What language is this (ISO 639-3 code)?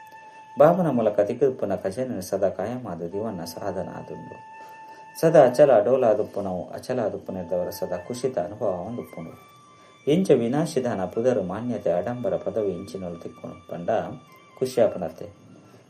tcy